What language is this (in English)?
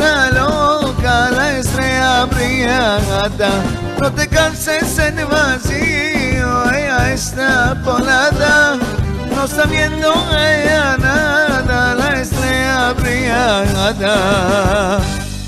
Ladino